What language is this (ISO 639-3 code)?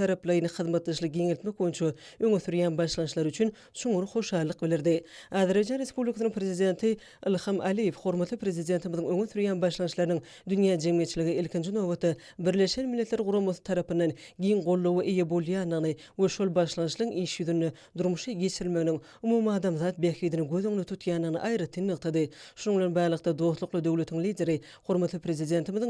tuk